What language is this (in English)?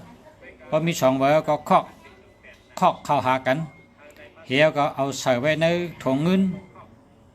Shan